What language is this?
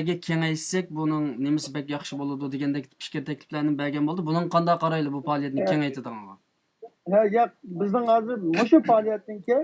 Uyghur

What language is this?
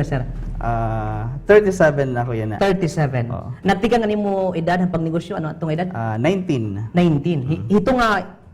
Waray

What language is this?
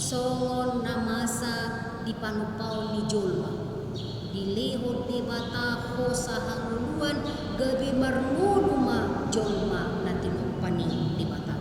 Batak Toba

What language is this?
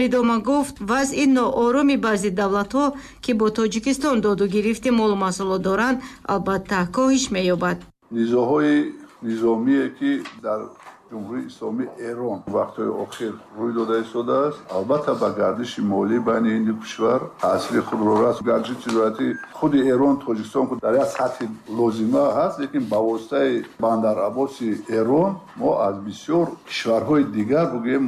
Tajik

